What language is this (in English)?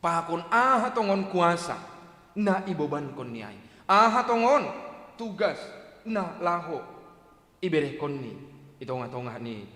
Batak Simalungun